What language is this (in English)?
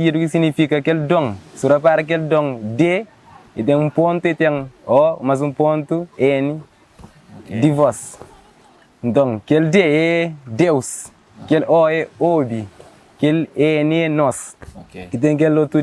Kabuverdianu